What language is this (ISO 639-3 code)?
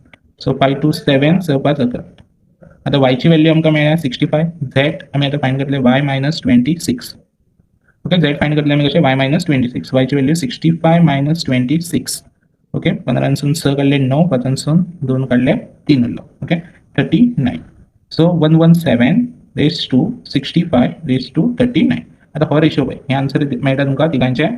kok